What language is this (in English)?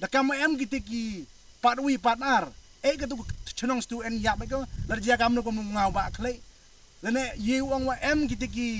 Khasi